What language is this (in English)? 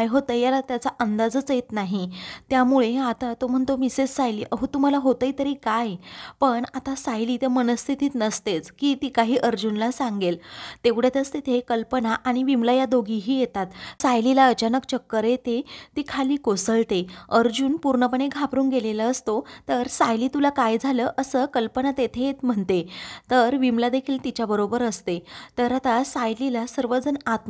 Marathi